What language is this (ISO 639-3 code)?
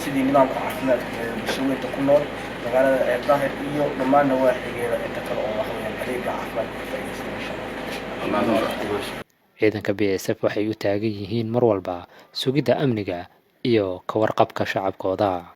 som